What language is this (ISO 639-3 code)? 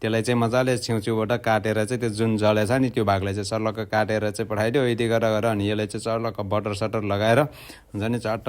nep